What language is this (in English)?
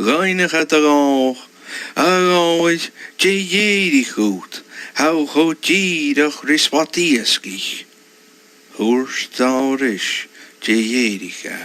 Scottish Gaelic